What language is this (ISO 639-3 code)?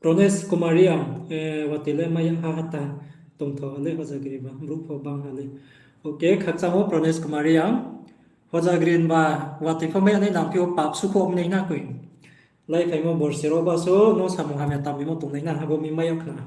ria